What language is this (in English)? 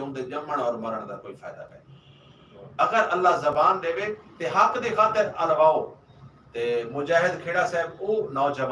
Saraiki